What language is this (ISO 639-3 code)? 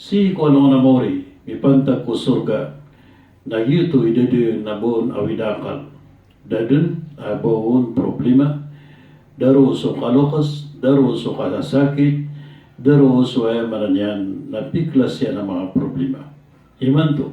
mrw